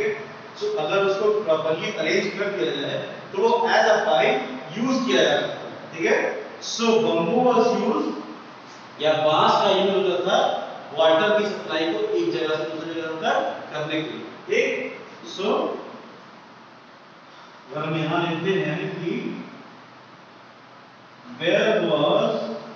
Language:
Hindi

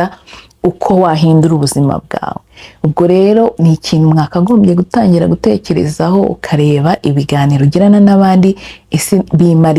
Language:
Kinyarwanda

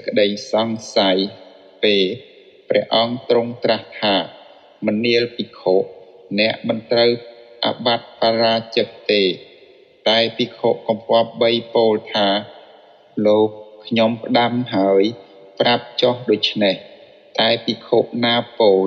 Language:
Khmer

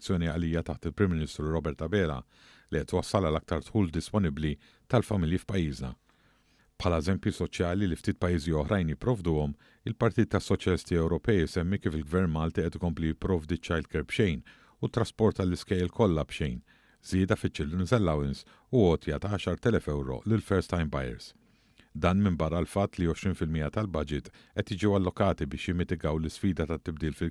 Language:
Maltese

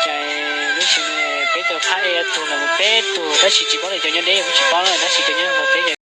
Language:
Hmong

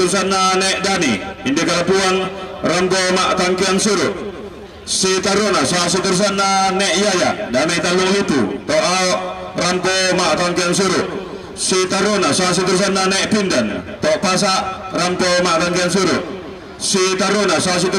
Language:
Toraja-Sa'dan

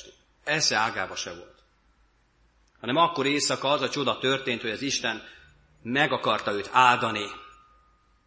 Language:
Hungarian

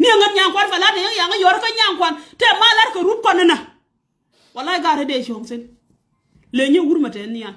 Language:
Nuer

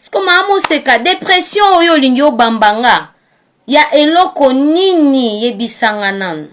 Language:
Lingala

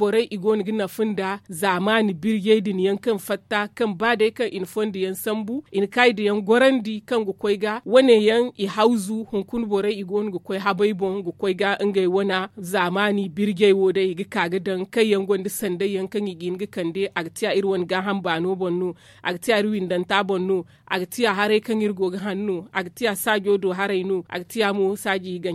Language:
Zarma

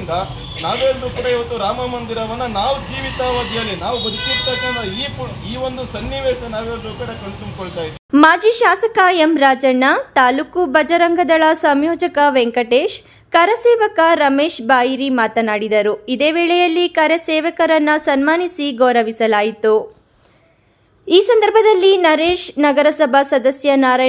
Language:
Kannada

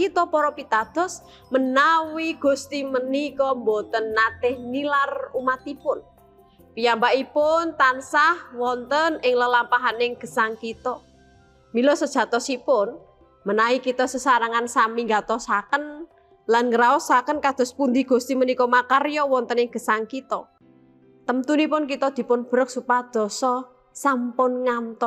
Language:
Javanese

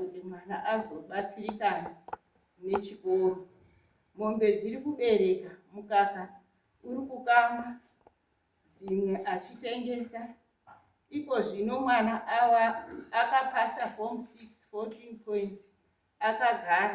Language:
Shona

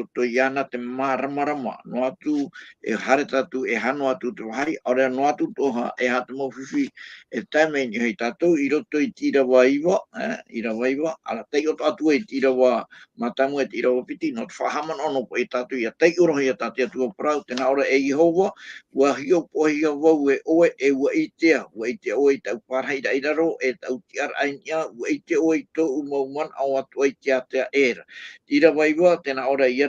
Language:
Tahitian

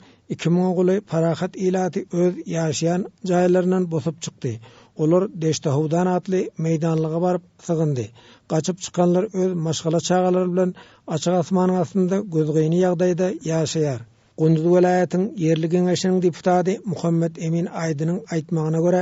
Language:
Turkmen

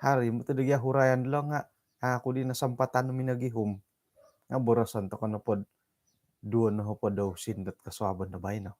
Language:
Central Dusun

